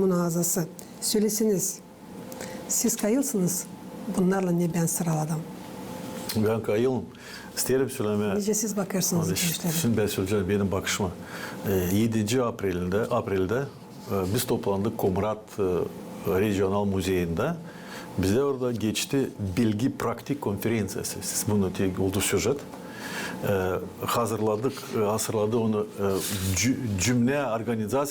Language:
Gagauz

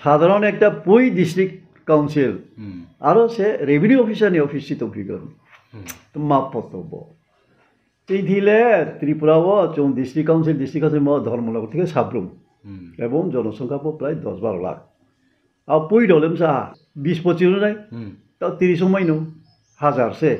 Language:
Riang (India)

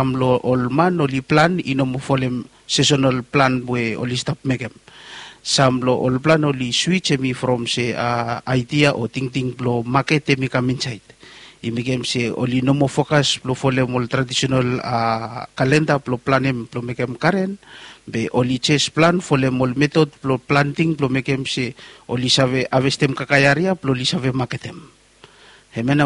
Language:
Bislama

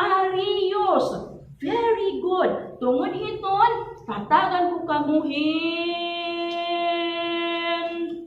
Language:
Waray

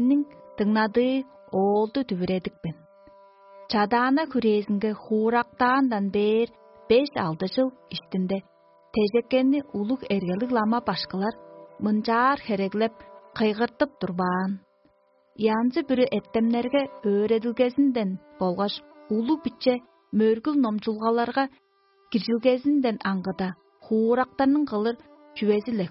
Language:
Tuvinian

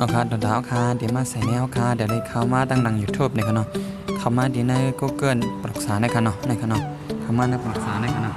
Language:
Shan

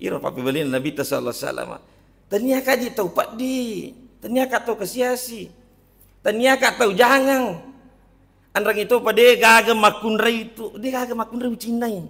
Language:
Buginese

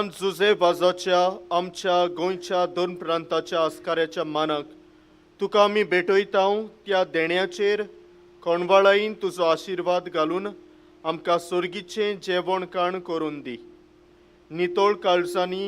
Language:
Konkani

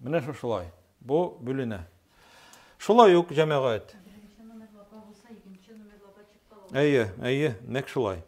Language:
Tatar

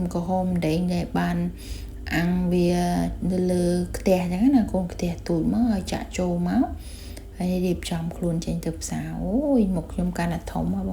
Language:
Khmer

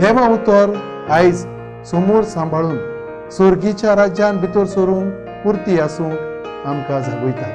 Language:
Konkani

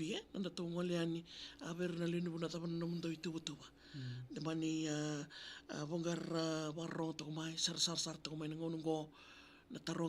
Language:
Fijian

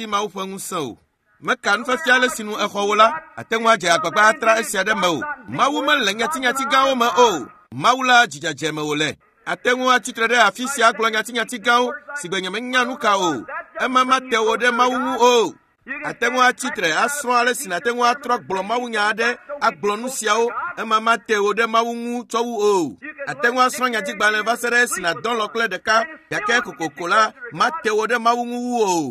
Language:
Ewe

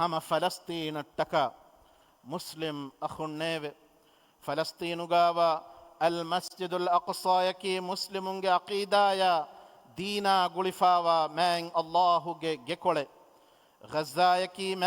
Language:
Divehi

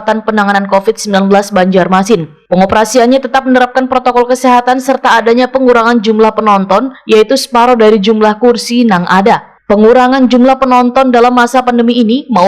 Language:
Banjar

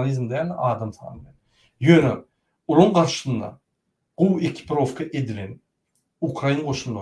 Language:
Turkmen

